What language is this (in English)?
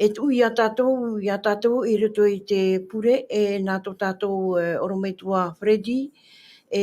Tahitian